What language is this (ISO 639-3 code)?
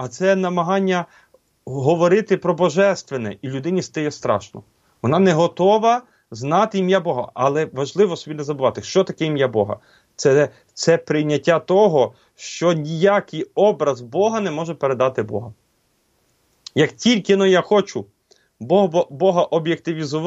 ukr